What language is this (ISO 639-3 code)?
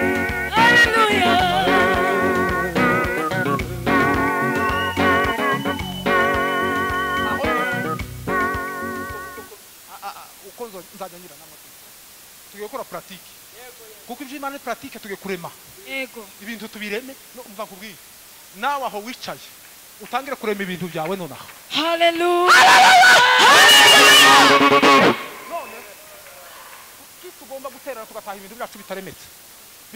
kin